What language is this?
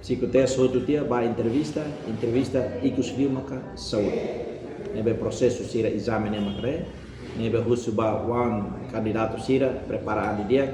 Tetum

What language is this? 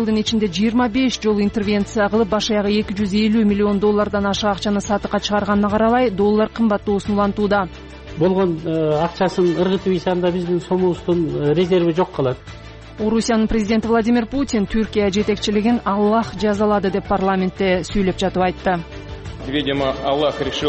Kyrgyz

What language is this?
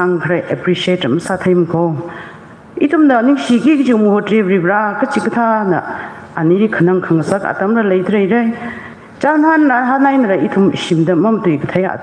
Tangkhul Naga (India)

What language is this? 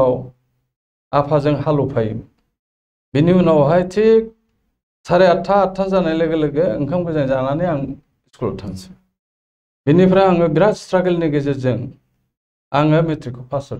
Bodo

